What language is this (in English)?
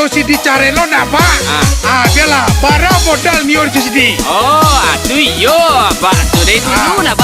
Minangkabau